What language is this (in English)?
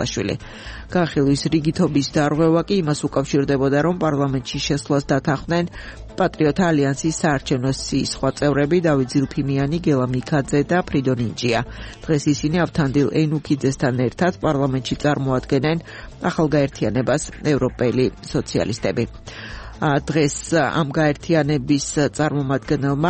Georgian